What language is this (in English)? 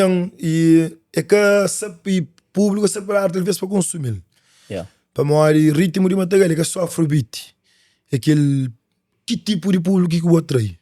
Kabuverdianu